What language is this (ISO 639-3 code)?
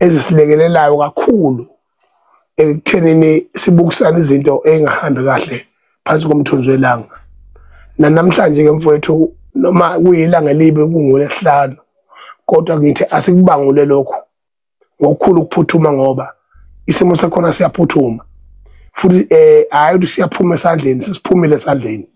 zul